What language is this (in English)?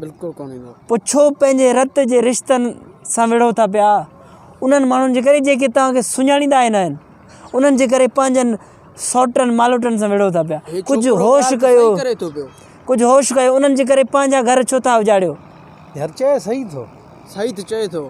Sindhi